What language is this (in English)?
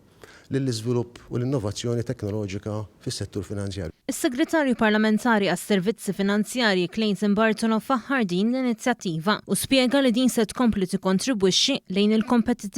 Maltese